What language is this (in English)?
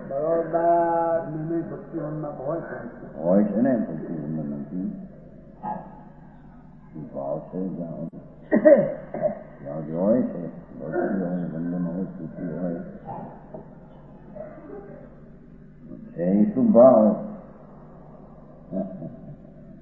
Gujarati